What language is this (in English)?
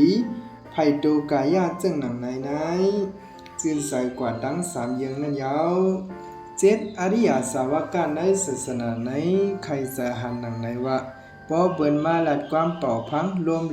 Shan